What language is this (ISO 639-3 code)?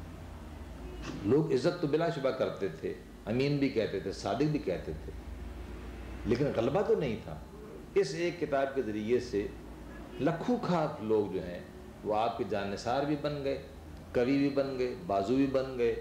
urd